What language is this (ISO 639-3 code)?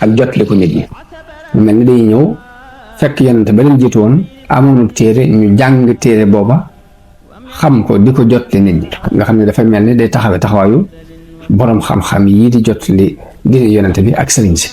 wol